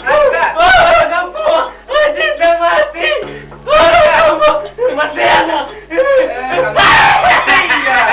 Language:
Minangkabau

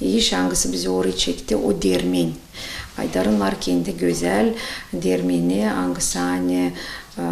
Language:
Gagauz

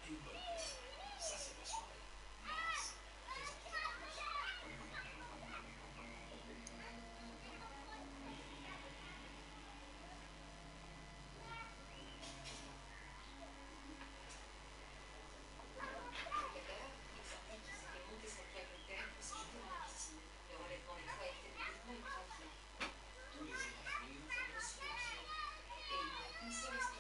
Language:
Dutch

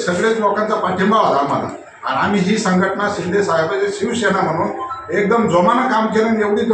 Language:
Marathi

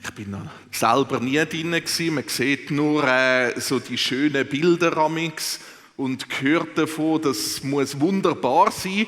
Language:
Swiss German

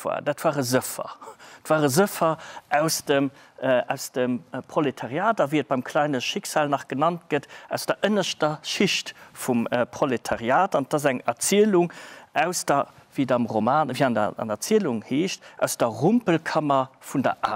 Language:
Luxembourgish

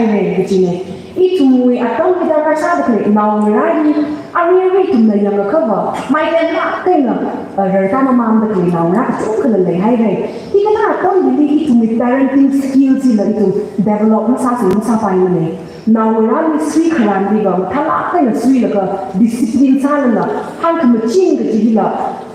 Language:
Tangkhul Naga (India)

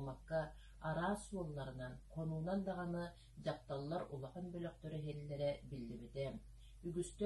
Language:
Yakut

